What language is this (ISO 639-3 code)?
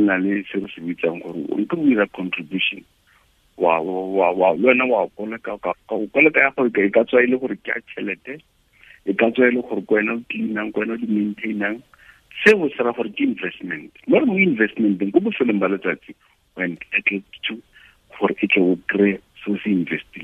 tsn